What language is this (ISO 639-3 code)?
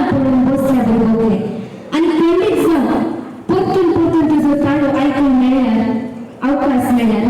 kok